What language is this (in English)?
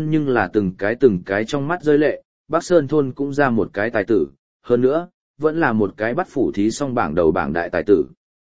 Vietnamese